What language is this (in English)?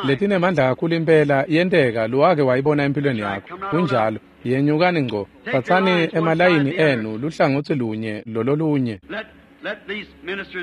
Swati